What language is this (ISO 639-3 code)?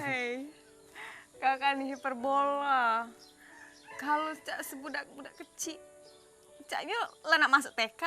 mui